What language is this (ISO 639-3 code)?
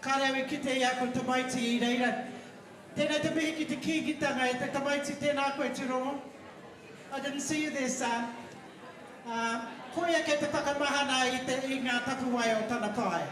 mri